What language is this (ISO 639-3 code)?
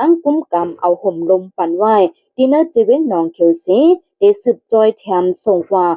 shn